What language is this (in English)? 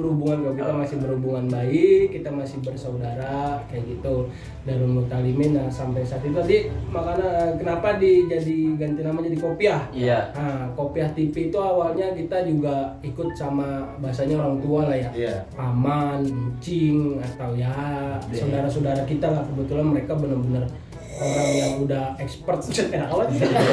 Betawi